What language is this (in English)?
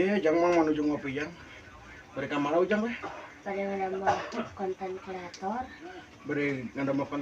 Sundanese